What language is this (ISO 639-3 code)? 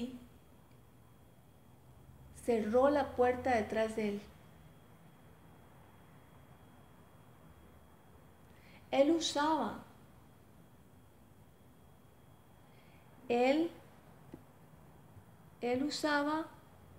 spa